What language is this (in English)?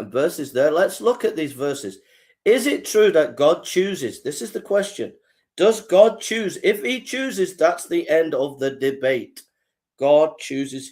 English